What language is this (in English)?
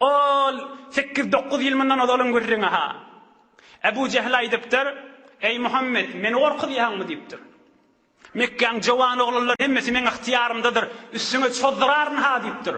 Turkmen